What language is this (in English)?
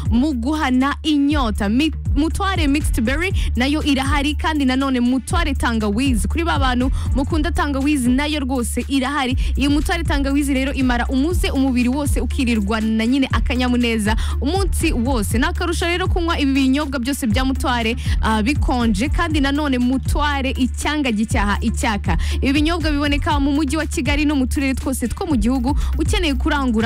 Kinyarwanda